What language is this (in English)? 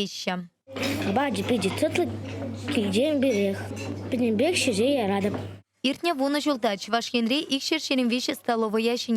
Chuvash